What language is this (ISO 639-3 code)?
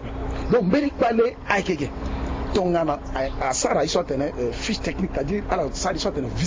sag